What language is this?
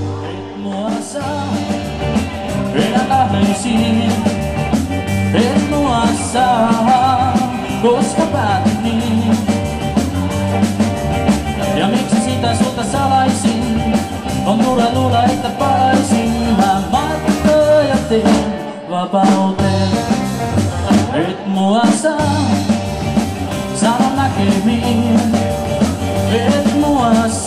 Finnish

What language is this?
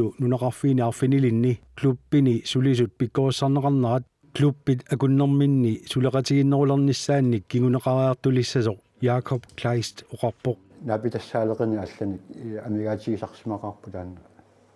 Kalaallisut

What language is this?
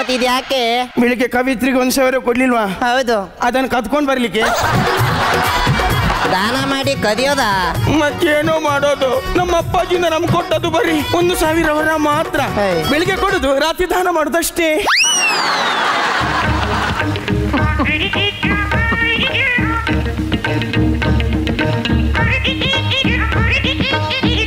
Kannada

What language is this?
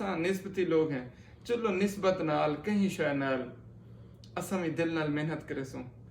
Saraiki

